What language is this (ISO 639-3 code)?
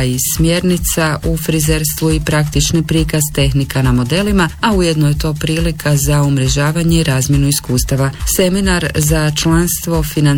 hrv